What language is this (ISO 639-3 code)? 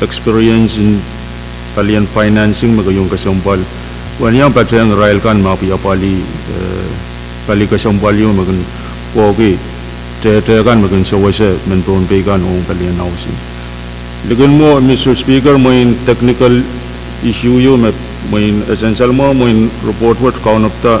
pon